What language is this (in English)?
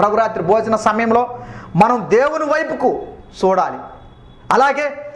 Telugu